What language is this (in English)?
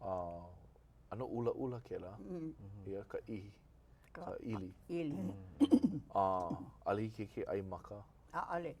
Hawaiian